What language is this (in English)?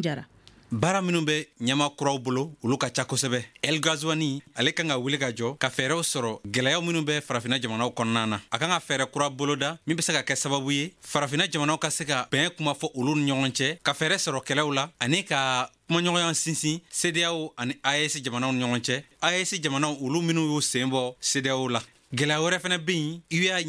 Bambara